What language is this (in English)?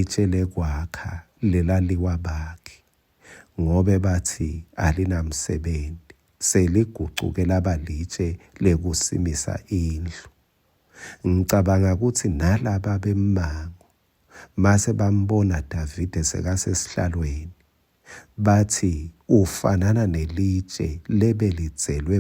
Swati